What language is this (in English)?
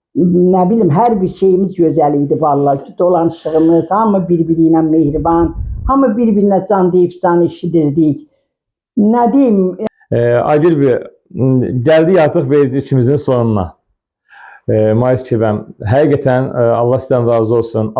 Azerbaijani